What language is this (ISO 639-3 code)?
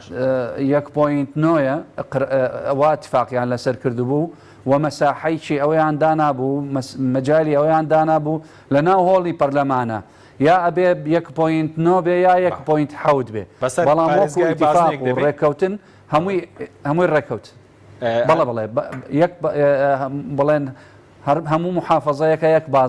ckb